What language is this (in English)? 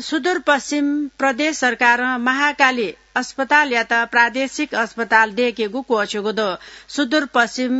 Newari